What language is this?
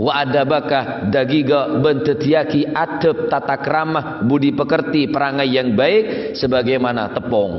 Madurese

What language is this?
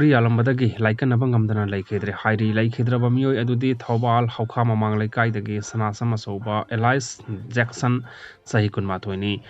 Manipuri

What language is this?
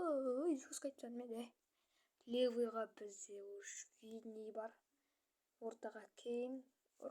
Kazakh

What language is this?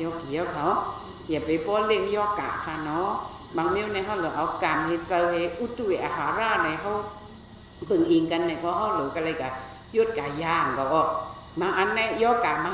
Shan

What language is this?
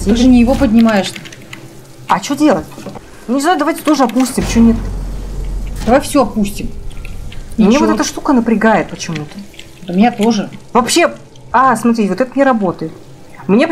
Russian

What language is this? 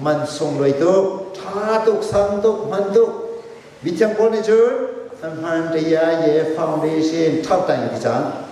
Hakha Chin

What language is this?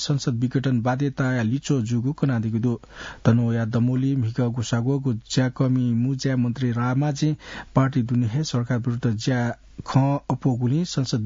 Newari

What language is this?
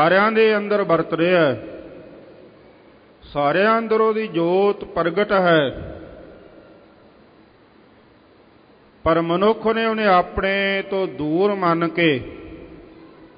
Punjabi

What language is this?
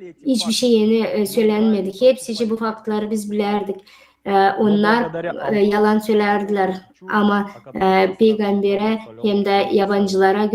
Gagauz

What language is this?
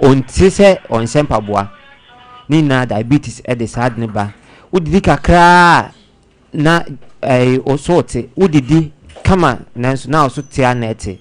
Akan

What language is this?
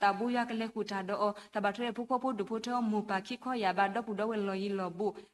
S'gaw Karen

